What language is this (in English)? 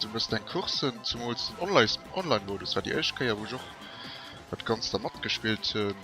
Luxembourgish